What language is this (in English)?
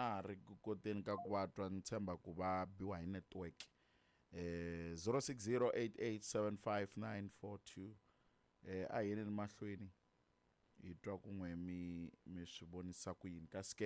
Tsonga